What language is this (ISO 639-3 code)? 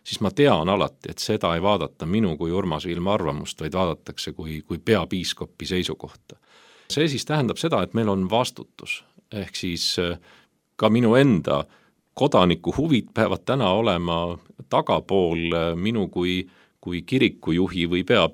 est